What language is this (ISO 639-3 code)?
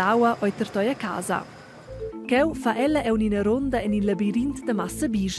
roh